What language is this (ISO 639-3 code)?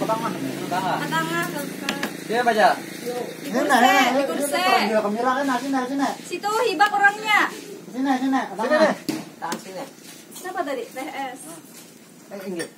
bjn